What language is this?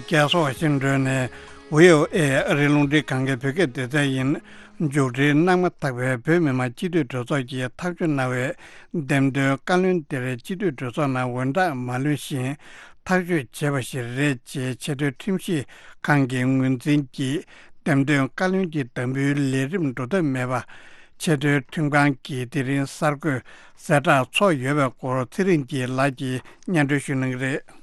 Tibetan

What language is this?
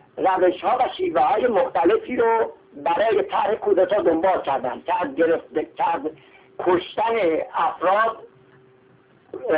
Persian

